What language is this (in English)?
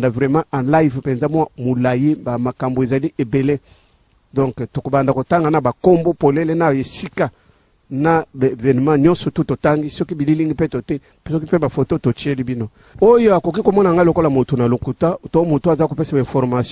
Lingala